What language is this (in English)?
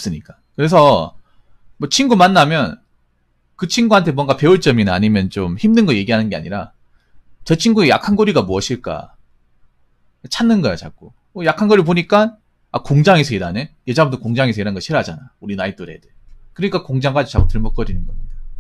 Korean